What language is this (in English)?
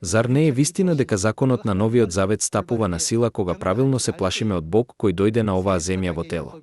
Macedonian